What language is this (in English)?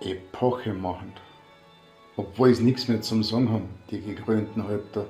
Bavarian